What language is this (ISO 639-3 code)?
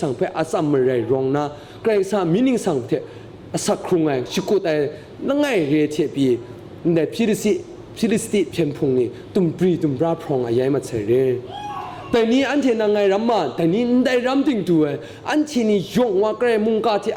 kac